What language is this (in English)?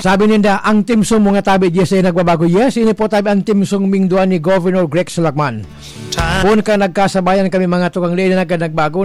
Bikol